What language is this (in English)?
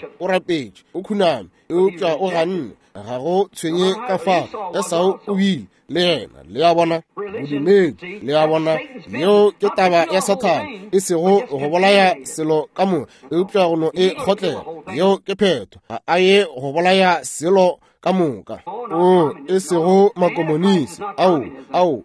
Northern Sotho